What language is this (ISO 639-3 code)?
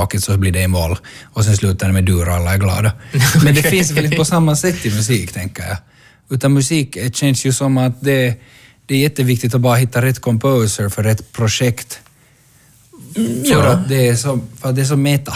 swe